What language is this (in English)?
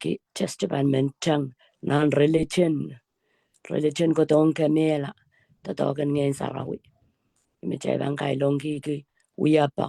Pohnpeian